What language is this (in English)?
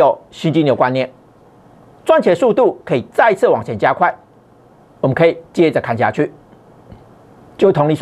Chinese